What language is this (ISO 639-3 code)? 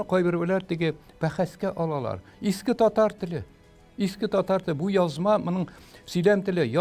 tat